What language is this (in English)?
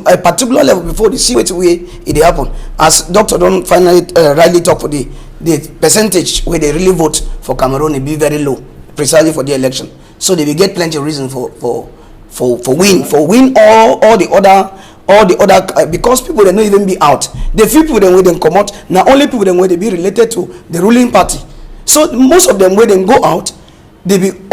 Cameroon Pidgin